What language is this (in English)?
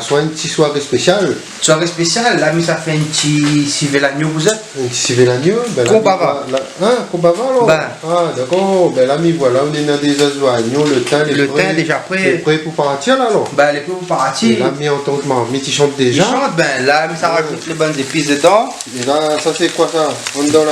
Réunion Creole French